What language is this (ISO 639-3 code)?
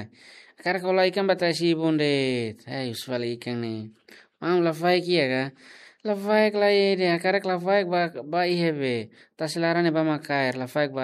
tet